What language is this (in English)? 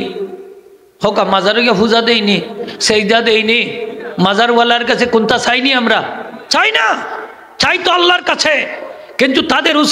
Sylheti